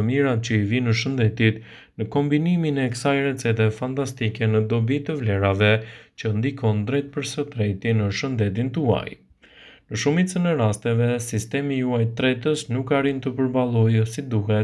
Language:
Albanian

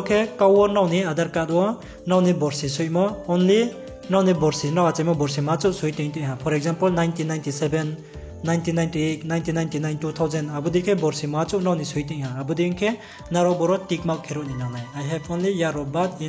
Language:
Riang (India)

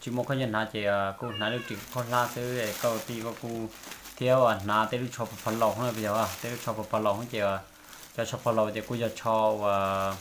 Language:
Hmong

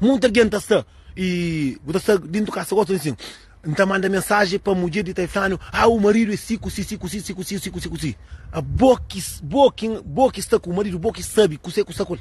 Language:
Kabuverdianu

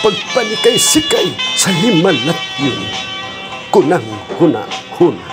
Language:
Cebuano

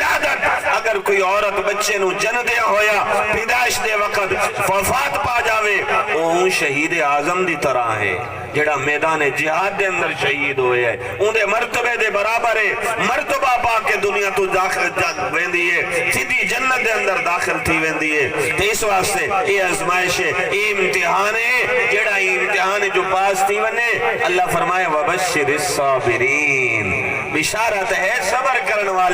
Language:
Saraiki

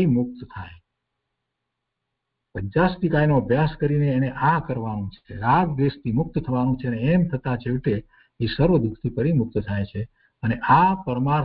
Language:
Gujarati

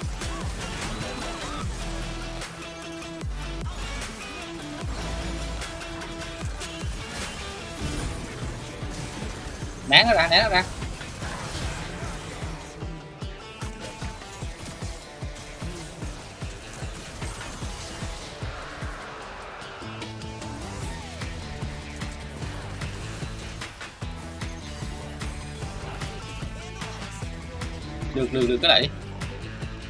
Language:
Vietnamese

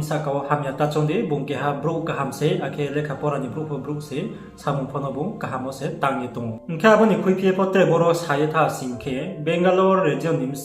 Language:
Riang (India)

